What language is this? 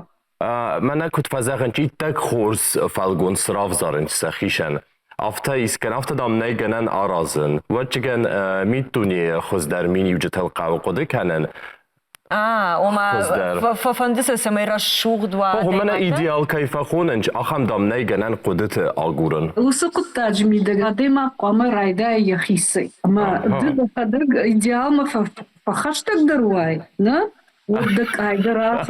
Ossetic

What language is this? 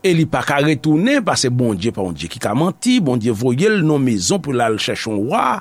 Haitian Creole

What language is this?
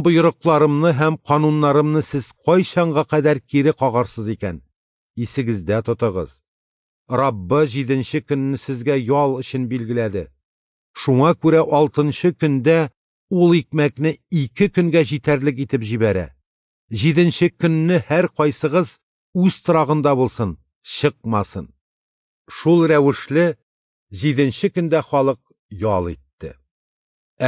Tatar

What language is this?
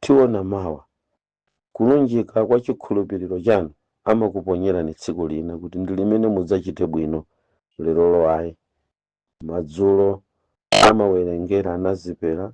Nyanja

